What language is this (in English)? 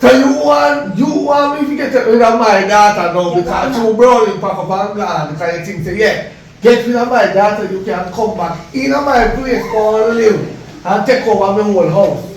Jamaican Creole English